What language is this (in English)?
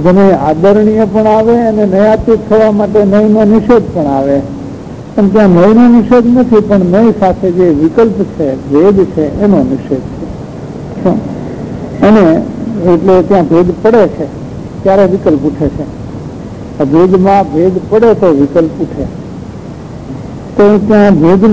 Gujarati